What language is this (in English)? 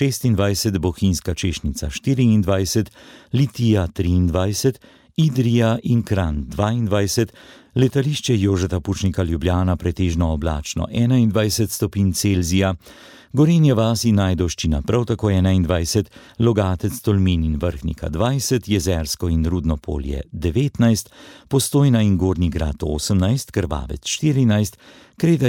Slovenian